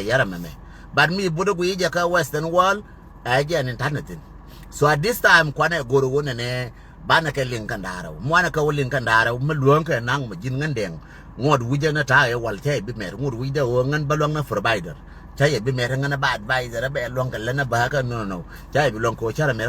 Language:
Nuer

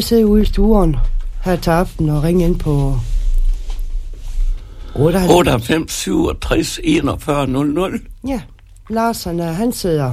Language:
Danish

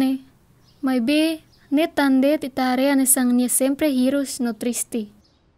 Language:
Tetum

